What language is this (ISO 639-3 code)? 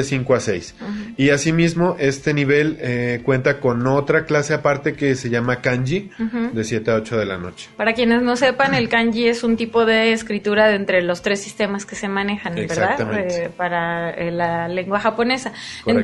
spa